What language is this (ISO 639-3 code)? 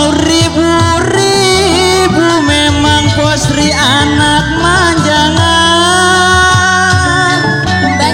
bew